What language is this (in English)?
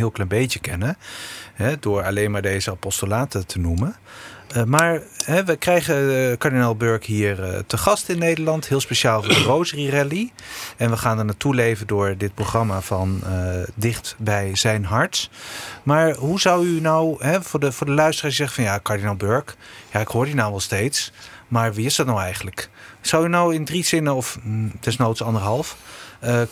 Dutch